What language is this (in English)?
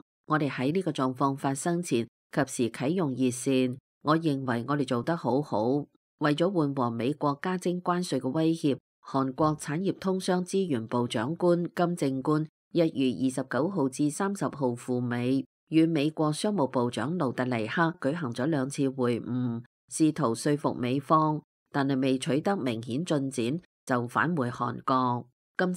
Cantonese